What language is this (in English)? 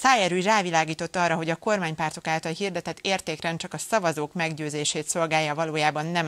Hungarian